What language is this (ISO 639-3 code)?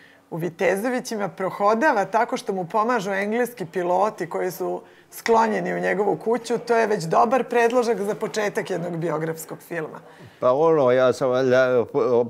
srp